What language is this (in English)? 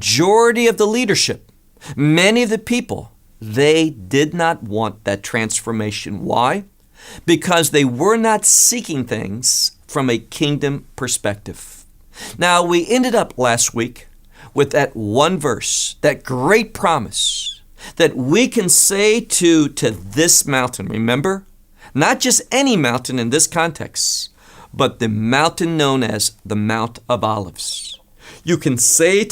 English